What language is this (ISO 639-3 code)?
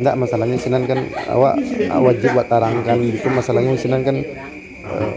min